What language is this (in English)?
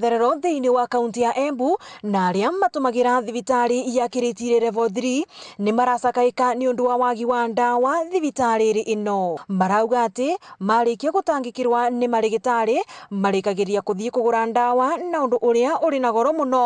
Meru